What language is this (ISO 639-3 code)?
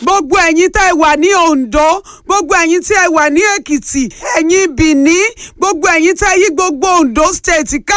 yor